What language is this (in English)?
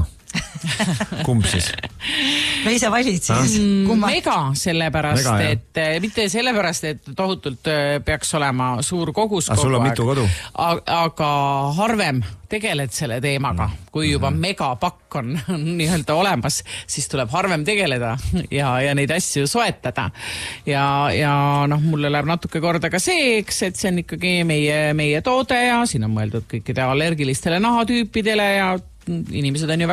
Estonian